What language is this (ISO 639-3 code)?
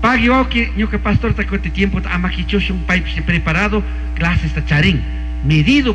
qug